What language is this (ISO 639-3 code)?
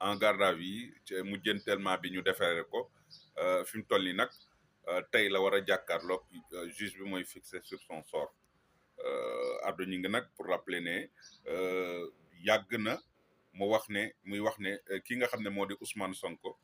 wol